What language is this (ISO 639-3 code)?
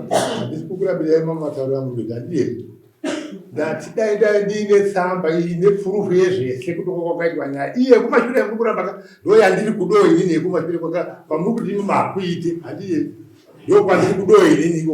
sna